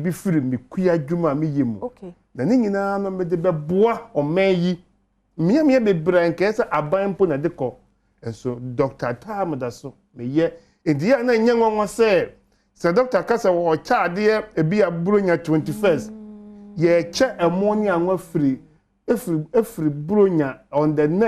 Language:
Akan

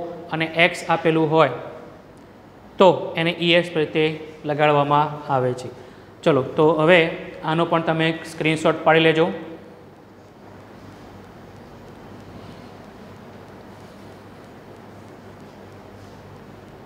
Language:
Gujarati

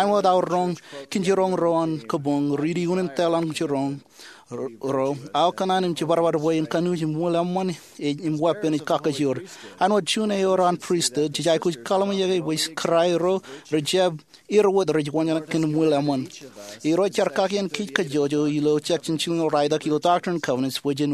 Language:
Marshallese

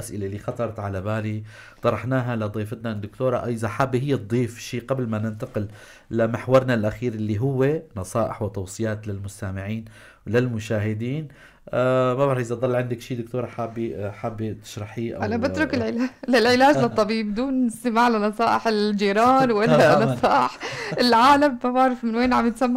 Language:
North Levantine Arabic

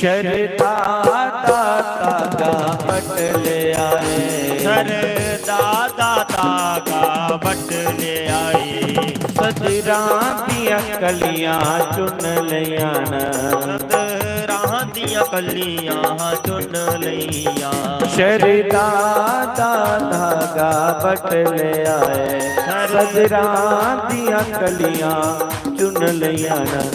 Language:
Dogri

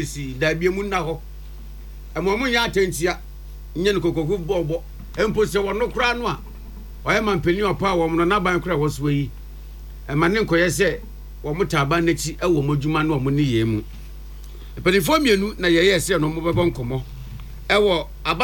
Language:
Akan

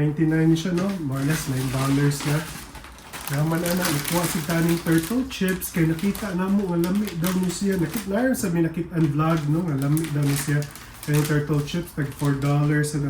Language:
Cebuano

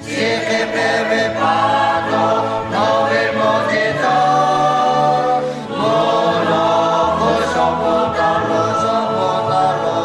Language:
Lahu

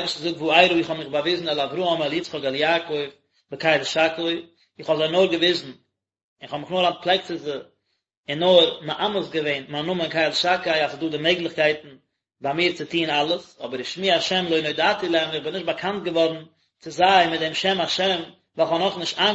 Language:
Yiddish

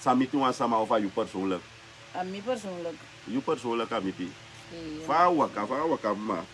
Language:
Sranan Tongo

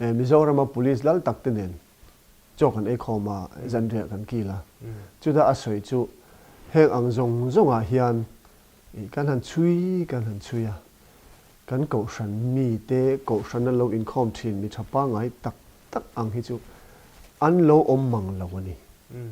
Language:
Mizo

